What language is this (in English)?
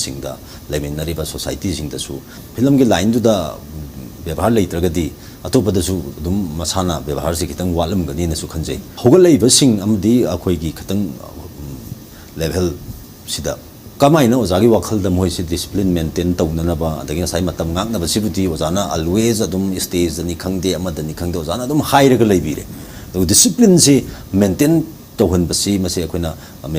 Manipuri